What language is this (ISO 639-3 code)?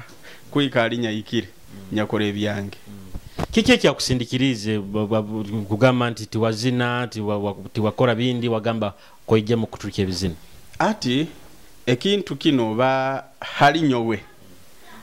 nyo